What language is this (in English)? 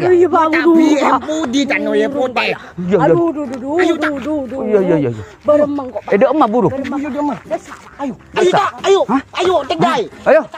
Madurese